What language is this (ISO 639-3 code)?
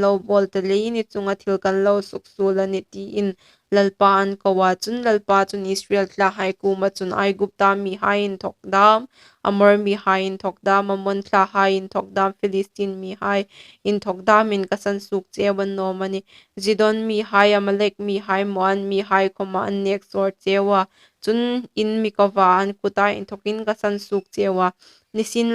hmr